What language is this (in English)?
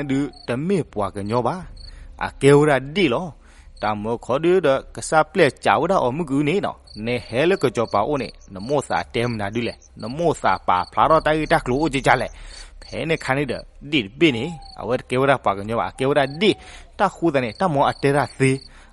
S'gaw Karen